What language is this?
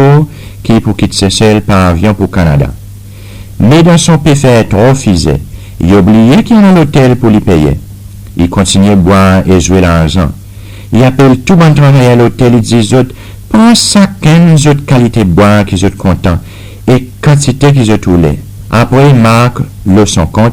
Seselwa Creole French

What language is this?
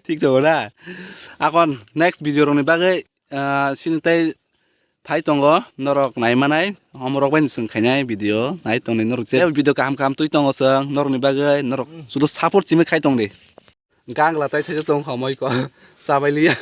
Kok Borok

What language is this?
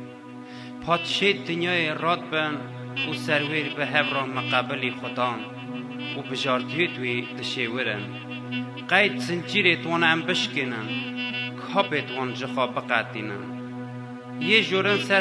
Kurdish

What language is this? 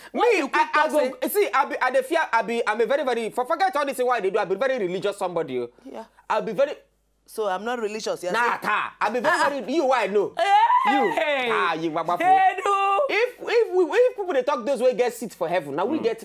Nigerian Pidgin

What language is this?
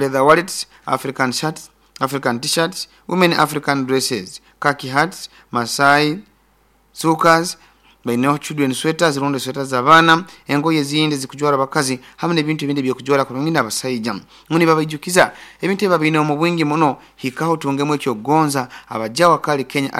Nyoro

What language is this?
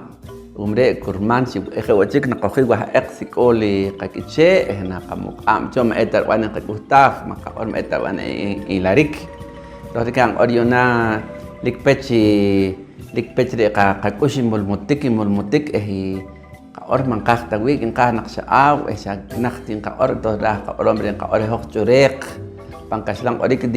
Poqomchi'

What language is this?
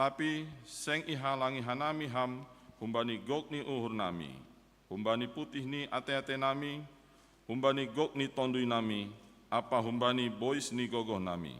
Batak Simalungun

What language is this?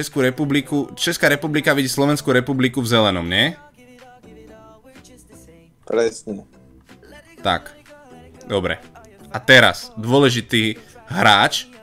Slovak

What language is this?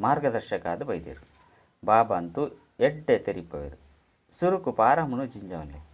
Tulu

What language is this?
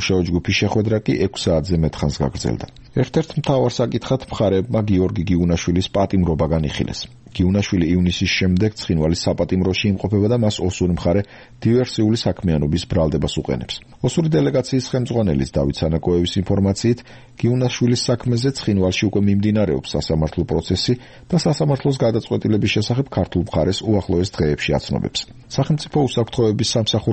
Georgian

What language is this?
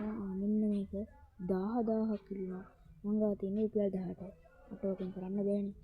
Sinhala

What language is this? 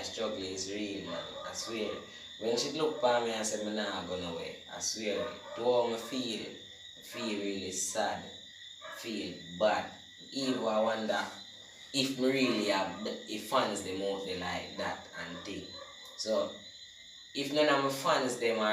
Jamaican Creole English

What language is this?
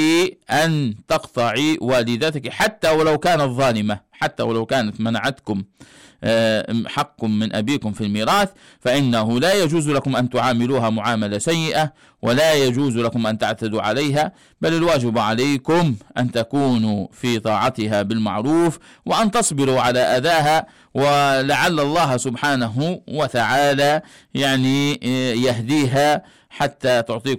Arabic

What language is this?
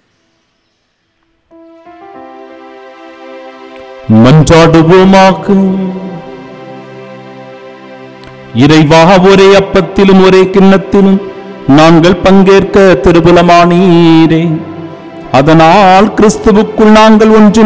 Tamil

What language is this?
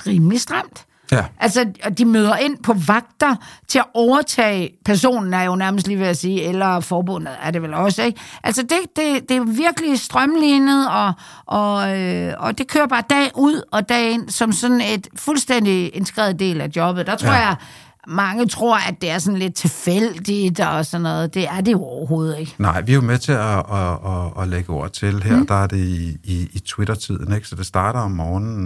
Danish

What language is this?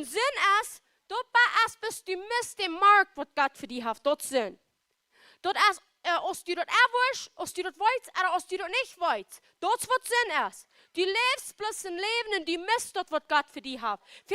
Plautdietsch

